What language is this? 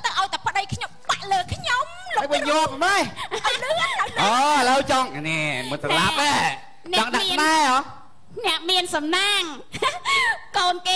Khmer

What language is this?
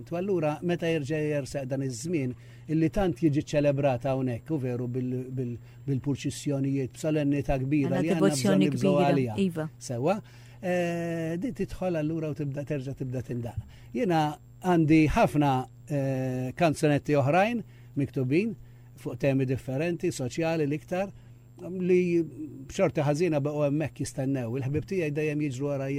Maltese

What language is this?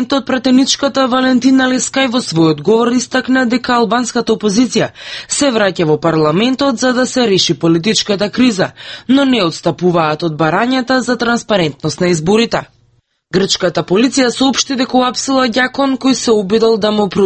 Macedonian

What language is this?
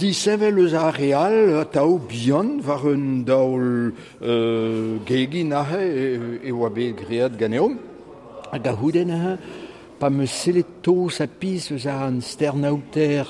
Breton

